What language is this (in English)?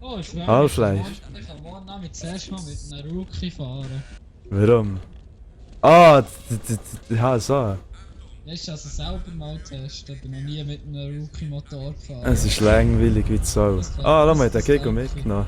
Swiss German